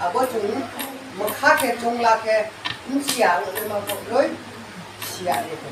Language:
Riang (India)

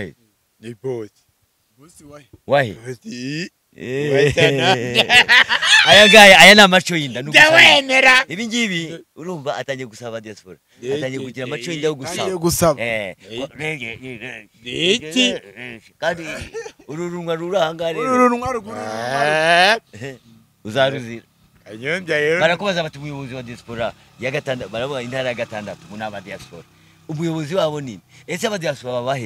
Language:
Kinyarwanda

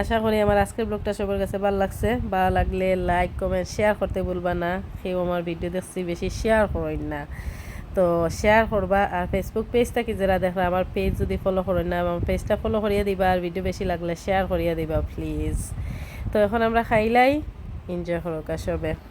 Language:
Sylheti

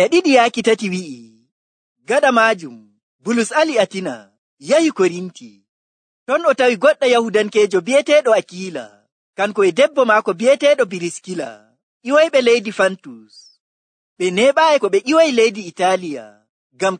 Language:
Nigerian Fulfulde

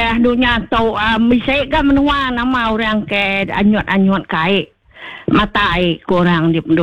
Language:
Iban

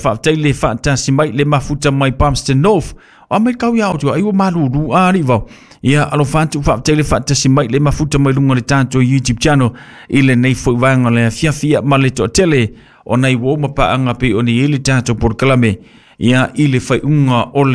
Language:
Samoan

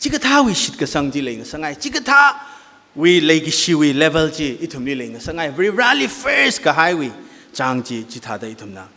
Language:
Tangkhul Naga (India)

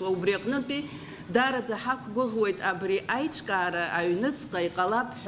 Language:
Abkhazian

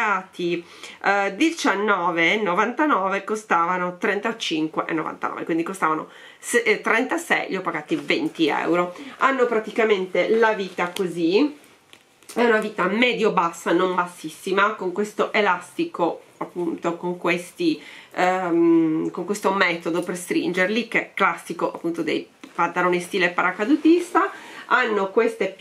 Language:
Italian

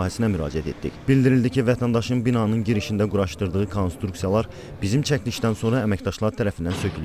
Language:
Azerbaijani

